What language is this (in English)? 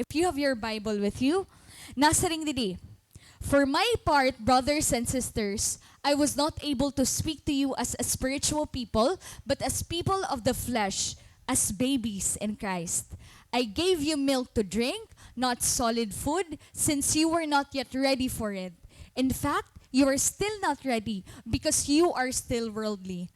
Waray